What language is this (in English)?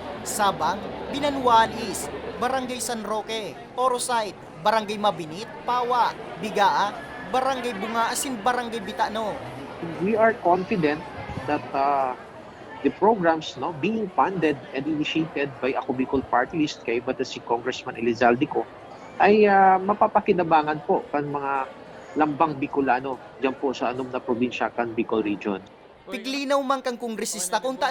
Bikol